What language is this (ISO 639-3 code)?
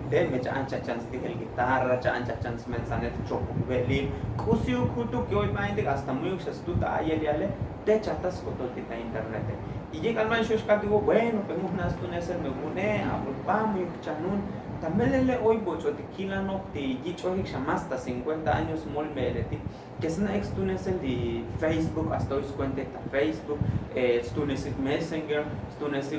tzo